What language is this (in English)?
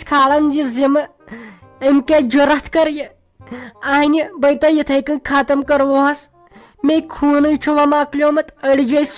Kashmiri